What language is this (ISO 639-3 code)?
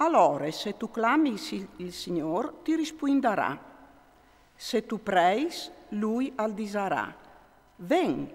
fur